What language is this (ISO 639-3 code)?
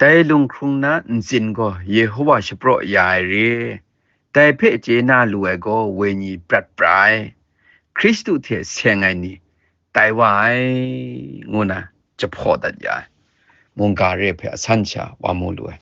kac